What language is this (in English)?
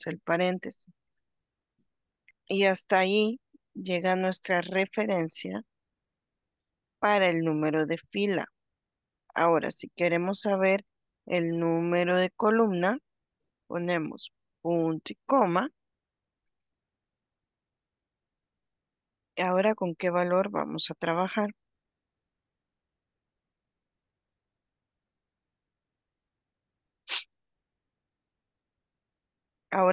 Spanish